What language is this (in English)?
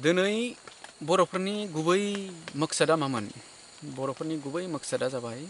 Bodo